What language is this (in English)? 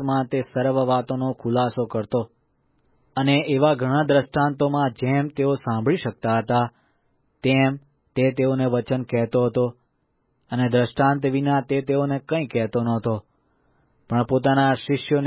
Gujarati